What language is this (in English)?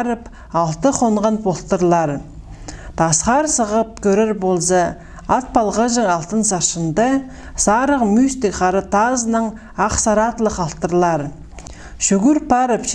Khakas